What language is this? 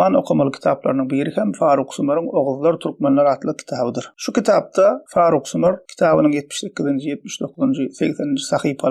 Turkmen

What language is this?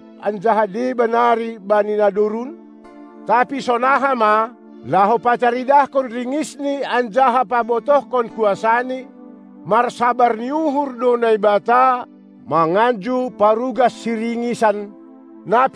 Batak Simalungun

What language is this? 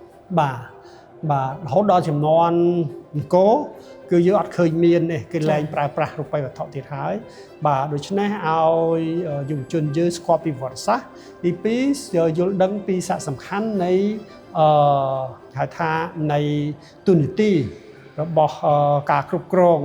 Khmer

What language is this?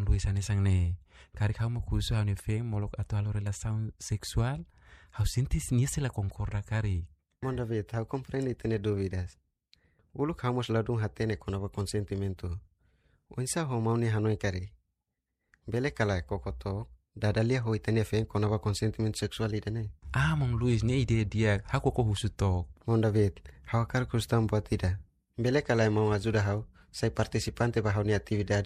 Tetum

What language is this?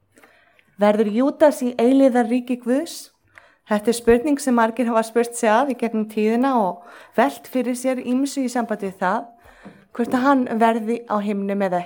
Icelandic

